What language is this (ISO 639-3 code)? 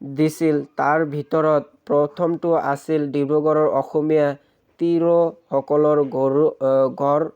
asm